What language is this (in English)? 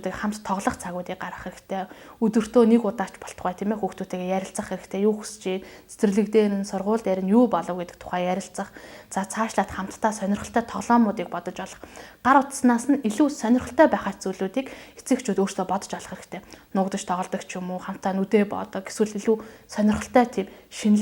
Mongolian